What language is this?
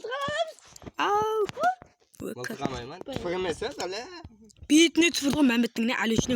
Kara-Kalpak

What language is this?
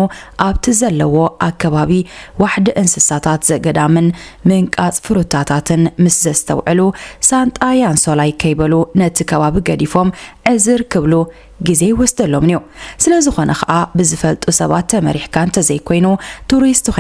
Tigrinya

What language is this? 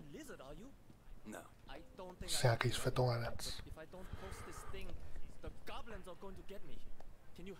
Czech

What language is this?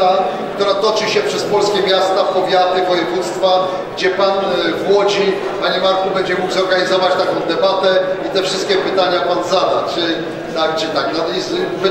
Polish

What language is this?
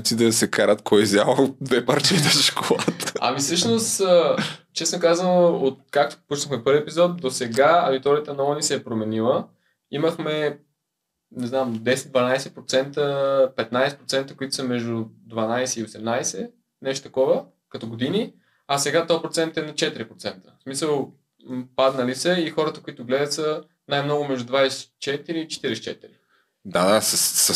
Bulgarian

